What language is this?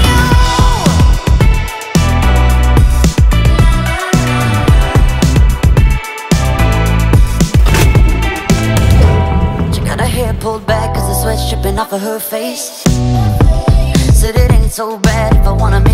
English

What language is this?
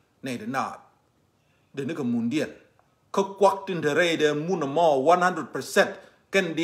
Nuer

